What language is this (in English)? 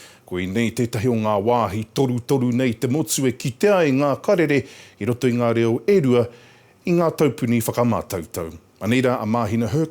Māori